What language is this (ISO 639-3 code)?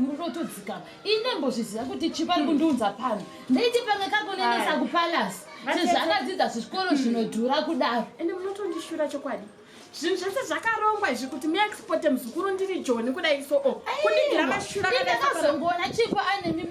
sna